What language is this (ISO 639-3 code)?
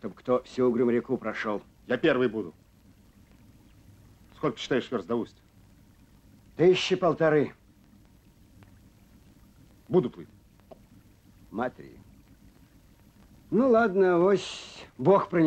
rus